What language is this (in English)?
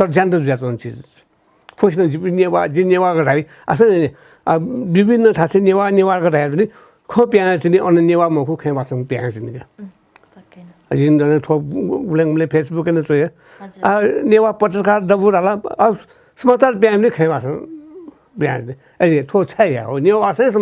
Newari